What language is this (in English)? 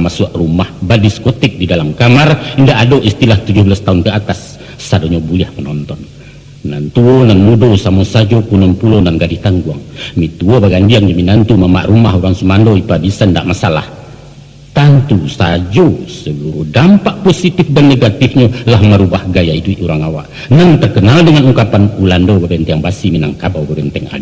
Minangkabau